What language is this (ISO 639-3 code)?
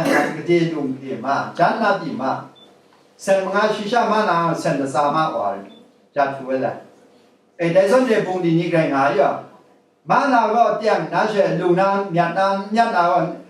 kac